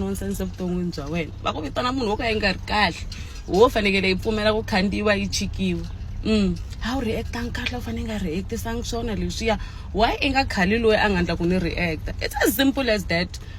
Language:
Tsonga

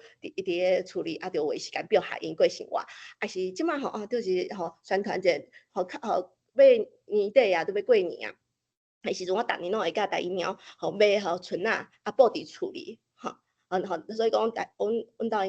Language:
Min Nan Chinese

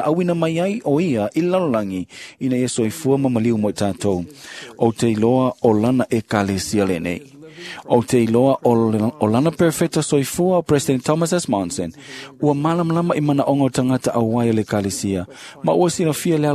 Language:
Samoan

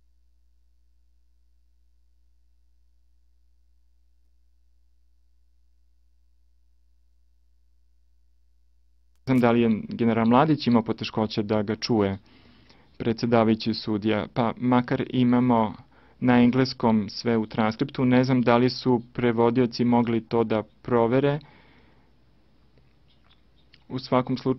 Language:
Serbian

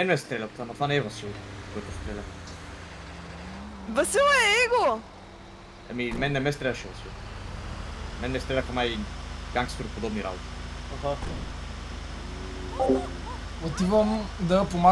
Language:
Bulgarian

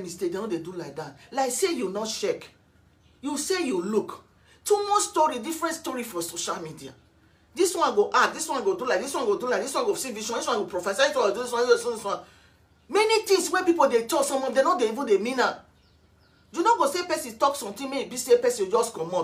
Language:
Nigerian Pidgin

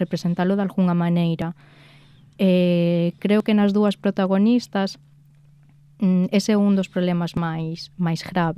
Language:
Galician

